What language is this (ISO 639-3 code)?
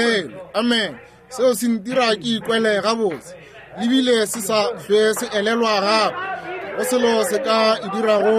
nso